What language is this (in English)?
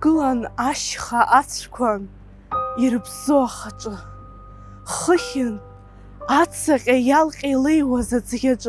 Abkhazian